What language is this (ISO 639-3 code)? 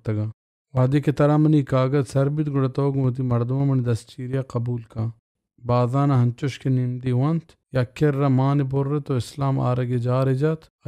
bal